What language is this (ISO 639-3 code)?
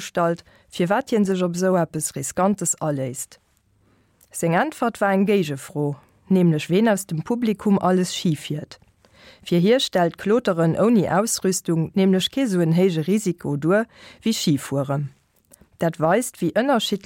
ltz